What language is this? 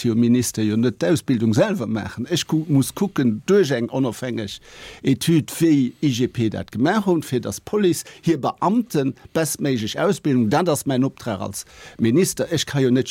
Luxembourgish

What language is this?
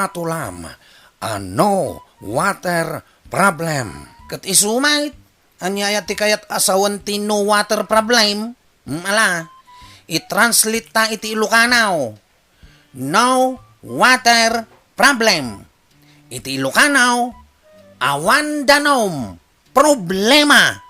Iloko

